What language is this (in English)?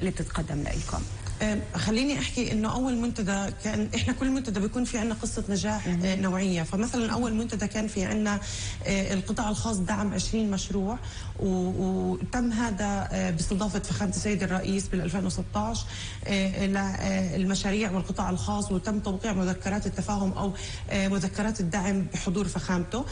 North Levantine Arabic